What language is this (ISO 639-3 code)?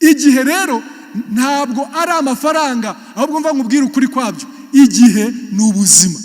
kin